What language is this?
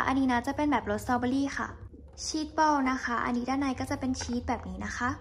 Thai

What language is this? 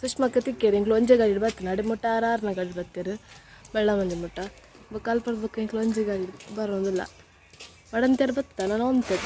Tulu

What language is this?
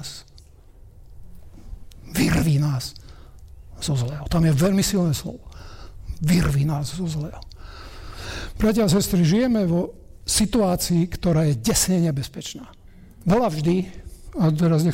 Slovak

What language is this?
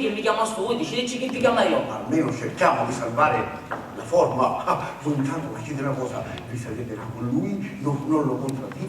Sicilian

